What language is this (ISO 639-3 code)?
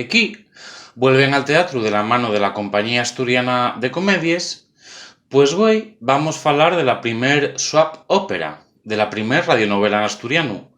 ast